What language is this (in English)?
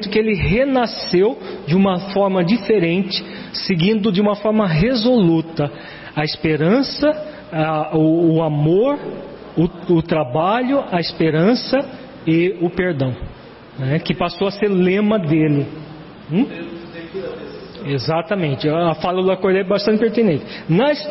Portuguese